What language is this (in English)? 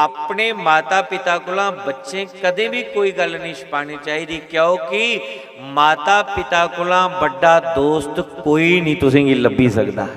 Dogri